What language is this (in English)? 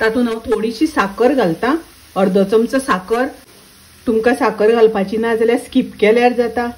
Konkani